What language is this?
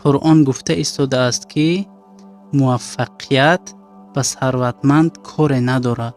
Tajik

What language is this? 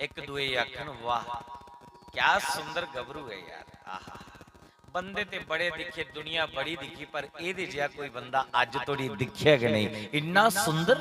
Dogri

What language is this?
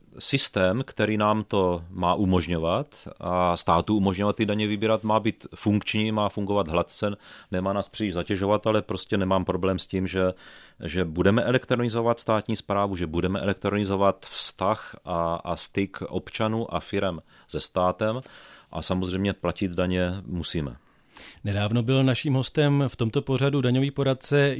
Czech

